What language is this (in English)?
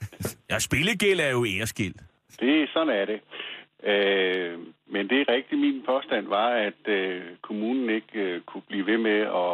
Danish